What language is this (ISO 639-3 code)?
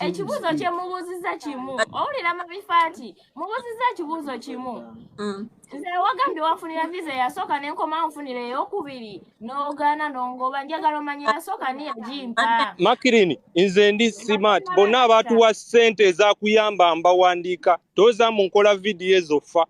lug